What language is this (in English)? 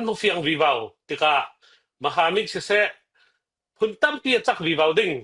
Falam Chin